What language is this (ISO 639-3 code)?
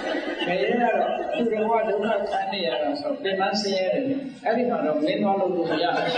mya